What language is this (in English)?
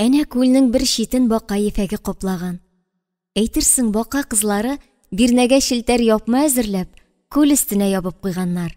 Tatar